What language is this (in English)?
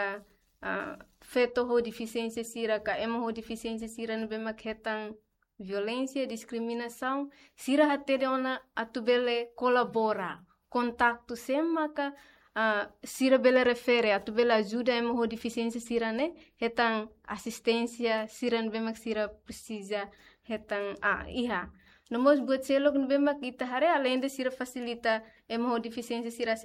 Tetum